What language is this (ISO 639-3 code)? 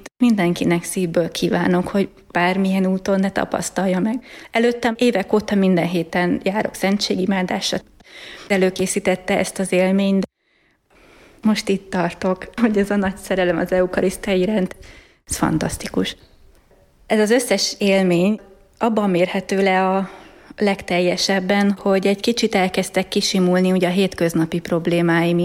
hun